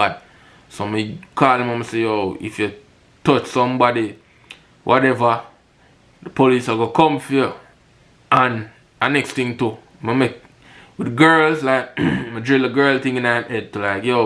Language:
Jamaican Creole English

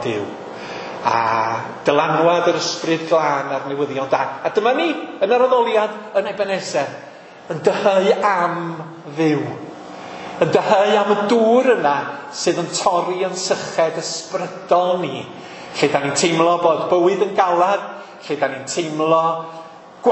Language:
Welsh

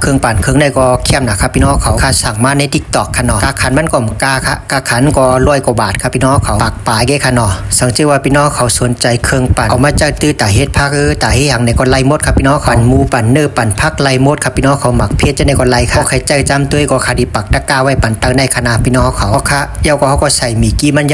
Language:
Shan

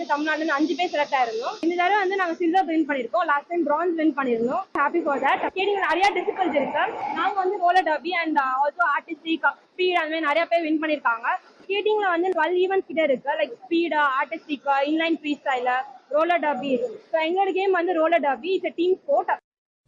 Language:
Tamil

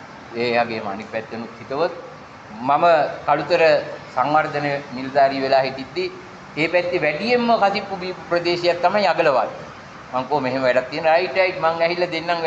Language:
Sinhala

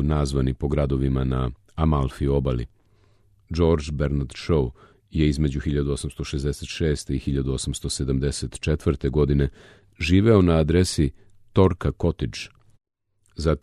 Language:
Serbian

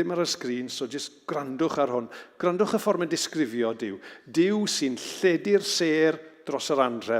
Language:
Welsh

